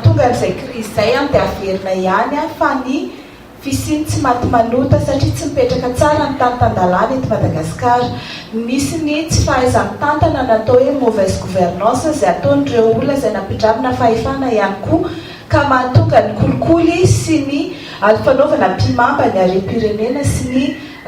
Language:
Malagasy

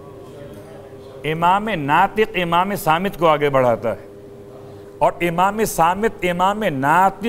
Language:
Urdu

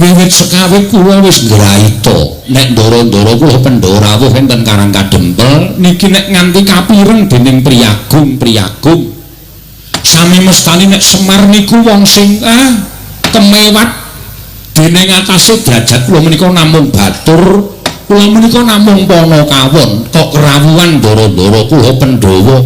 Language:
Javanese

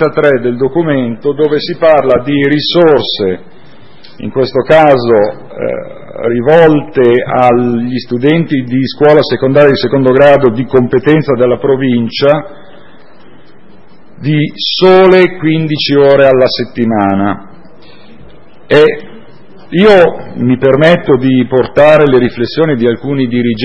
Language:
Italian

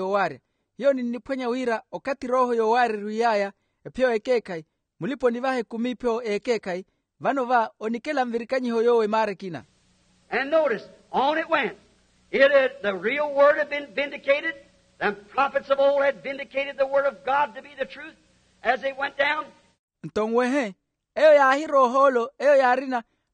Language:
Makhuwa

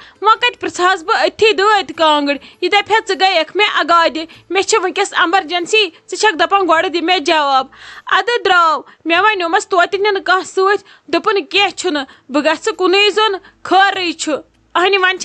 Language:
Kashmiri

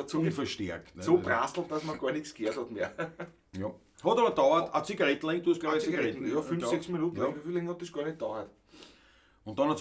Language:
Bavarian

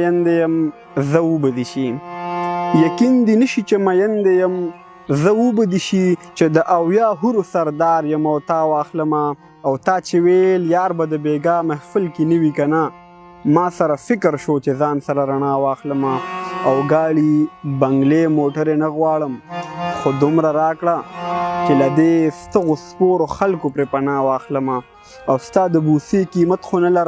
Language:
Pashto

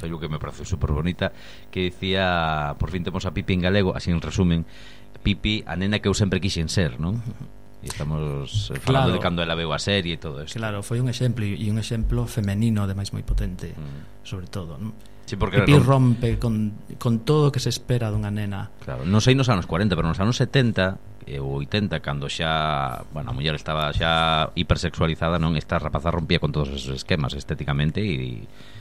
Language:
Galician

